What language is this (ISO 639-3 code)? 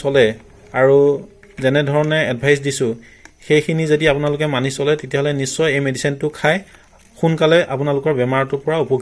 asm